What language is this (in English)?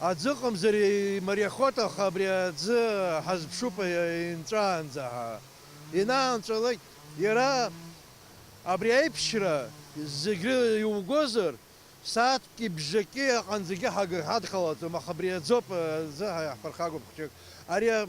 Abkhazian